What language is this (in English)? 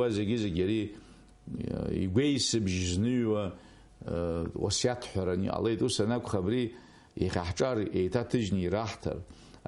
Abkhazian